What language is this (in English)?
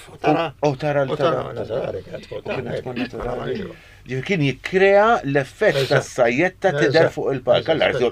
Maltese